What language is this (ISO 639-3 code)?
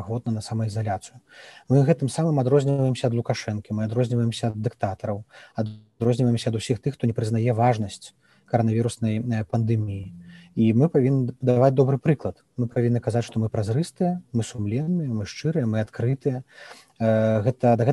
bel